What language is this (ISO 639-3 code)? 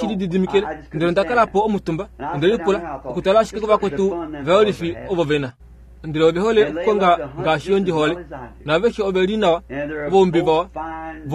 kua